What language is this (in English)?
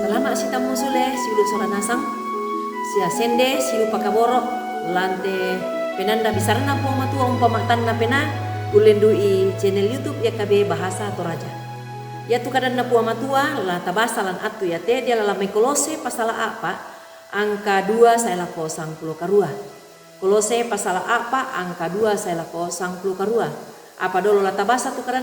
Toraja-Sa'dan